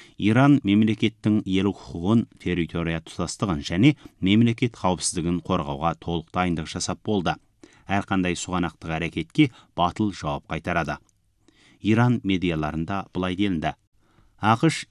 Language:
Kazakh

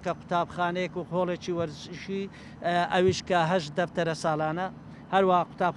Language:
Central Kurdish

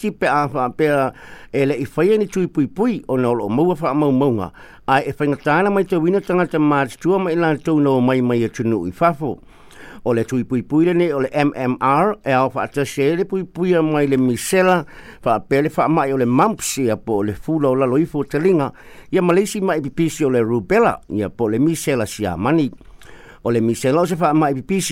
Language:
Samoan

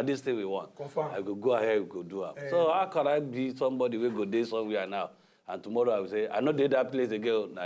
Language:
Nigerian Pidgin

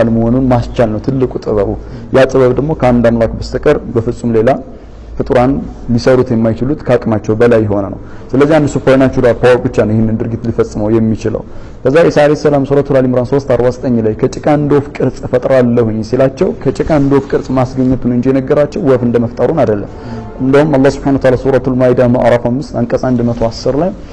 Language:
Amharic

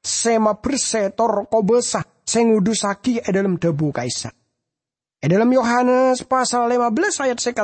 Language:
Madurese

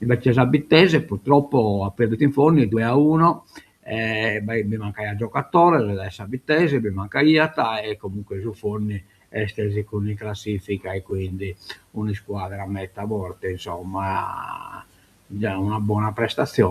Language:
Sardinian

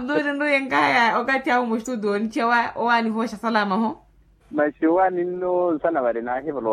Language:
Makhuwa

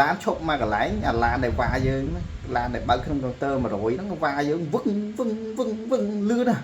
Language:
Khmer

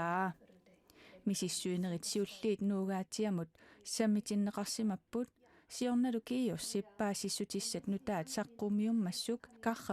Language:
Kalaallisut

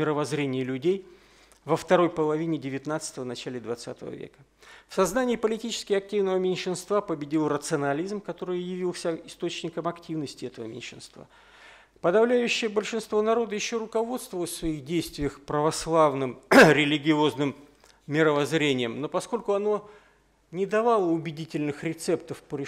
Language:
Russian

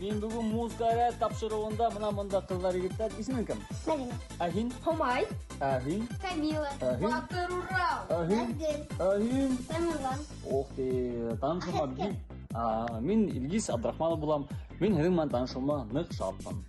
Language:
Bashkir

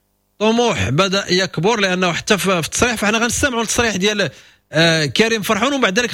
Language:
Moroccan Arabic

